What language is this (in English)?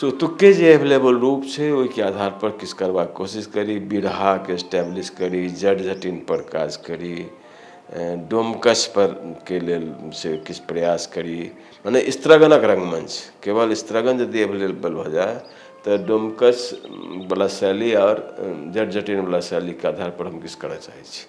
Maithili